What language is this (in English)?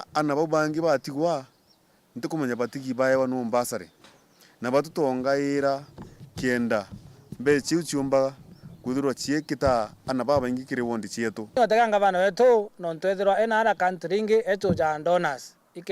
Meru